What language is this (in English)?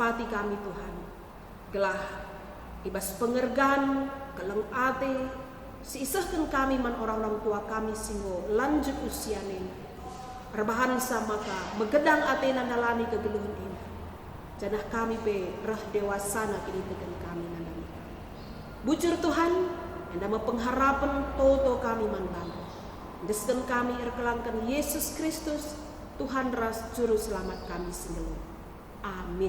Batak Karo